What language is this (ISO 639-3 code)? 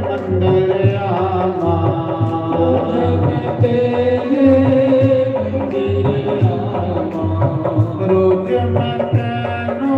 doi